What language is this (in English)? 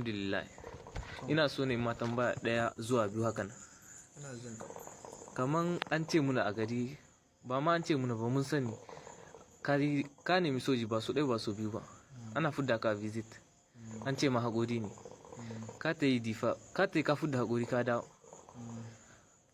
Hausa